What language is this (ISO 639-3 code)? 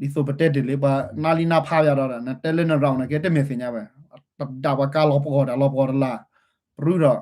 ksw